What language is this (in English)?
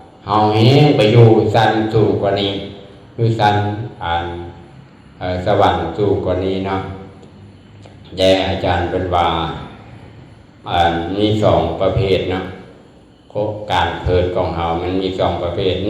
Lao